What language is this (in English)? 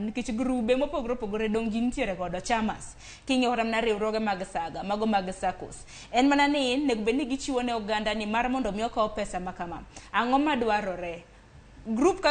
Luo (Kenya and Tanzania)